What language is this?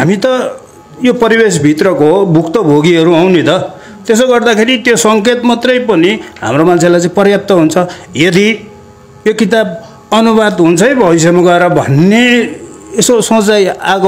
Nepali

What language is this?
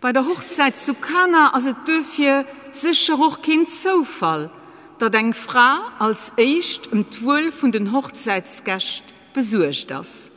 Luxembourgish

